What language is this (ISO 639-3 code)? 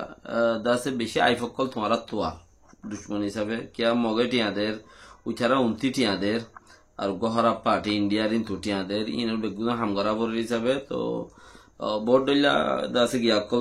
rhg